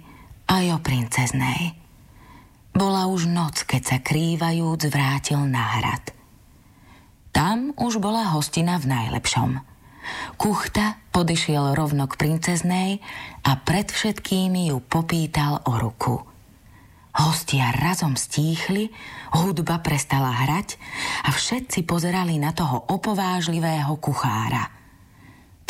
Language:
Slovak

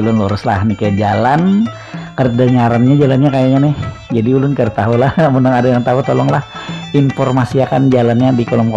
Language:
Banjar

